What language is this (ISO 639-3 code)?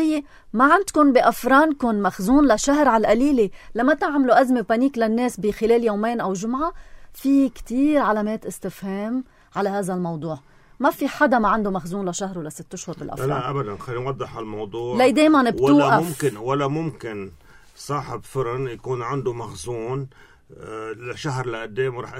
apc